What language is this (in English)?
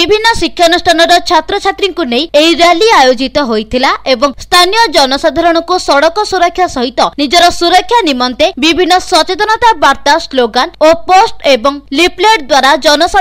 Odia